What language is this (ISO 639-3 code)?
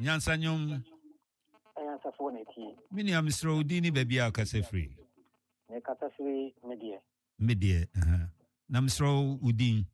aka